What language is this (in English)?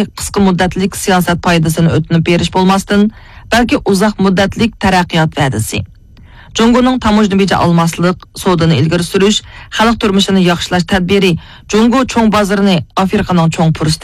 Uyghur